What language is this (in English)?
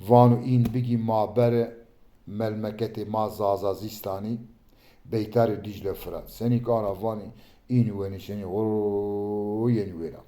Zaza